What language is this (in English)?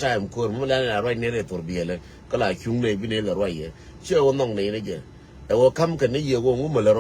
Nuer